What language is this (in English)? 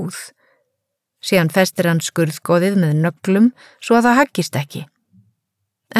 Icelandic